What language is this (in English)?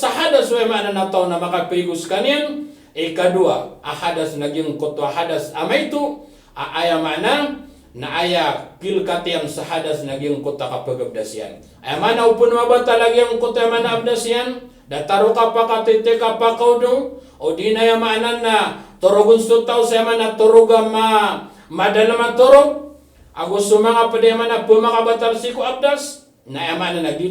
Maranao